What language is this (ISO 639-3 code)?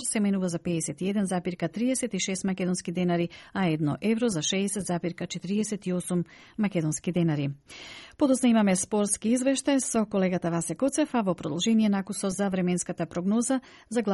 mkd